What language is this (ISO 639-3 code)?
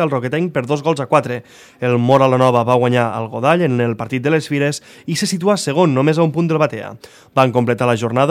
cat